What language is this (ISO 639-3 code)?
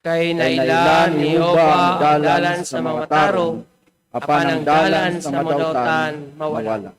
ceb